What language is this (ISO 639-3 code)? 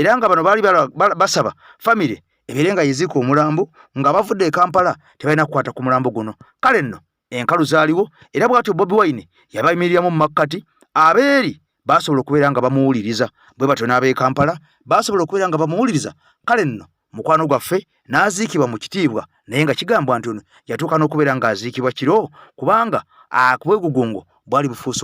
lug